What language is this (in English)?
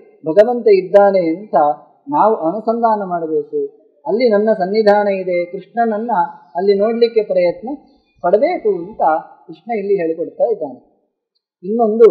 Kannada